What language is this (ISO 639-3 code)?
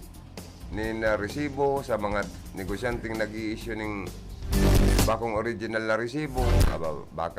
bik